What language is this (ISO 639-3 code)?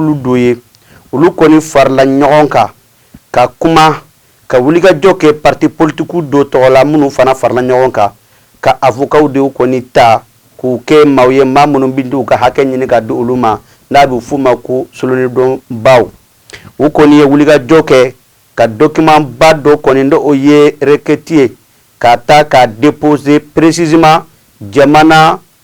bam